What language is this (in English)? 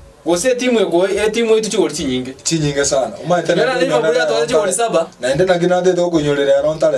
Gusii